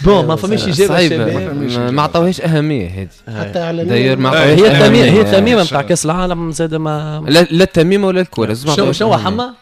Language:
Tunisian Arabic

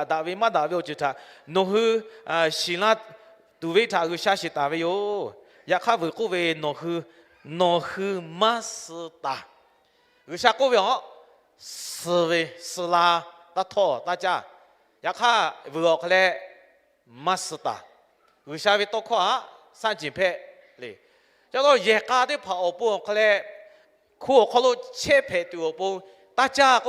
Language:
Lahu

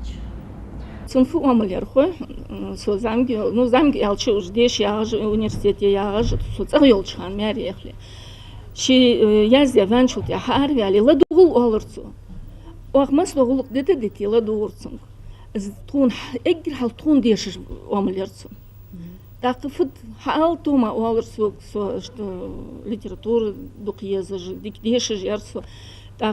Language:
Ingush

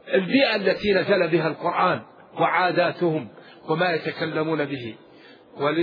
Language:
Arabic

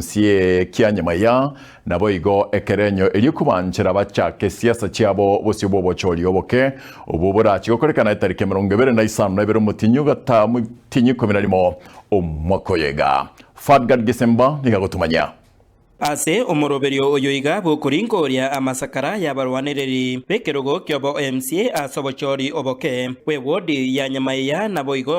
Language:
Gusii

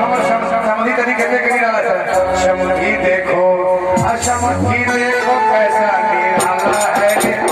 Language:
Maithili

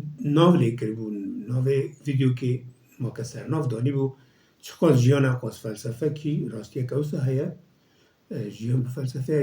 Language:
Kurdish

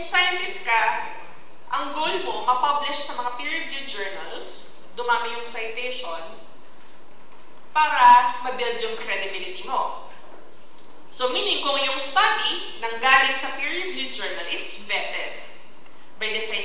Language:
Filipino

